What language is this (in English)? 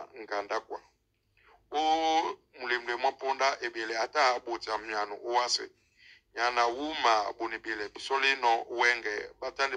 Duala